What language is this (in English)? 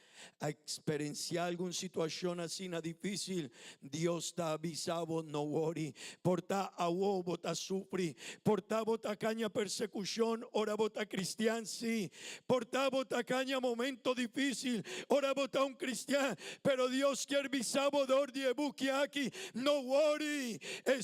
Papiamento